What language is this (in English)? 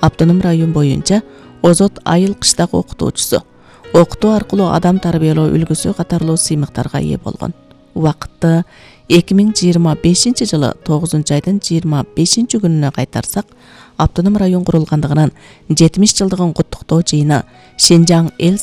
Kyrgyz